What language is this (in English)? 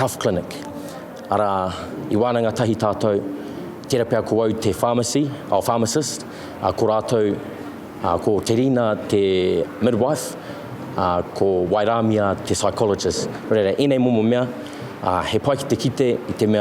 Māori